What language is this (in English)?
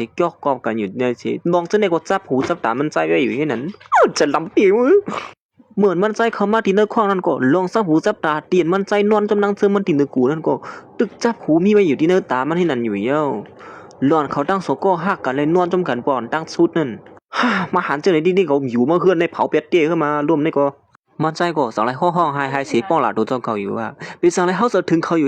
Shan